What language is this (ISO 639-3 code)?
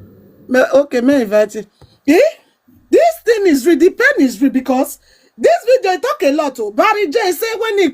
pcm